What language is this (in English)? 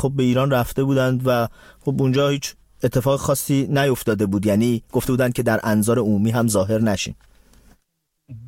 Persian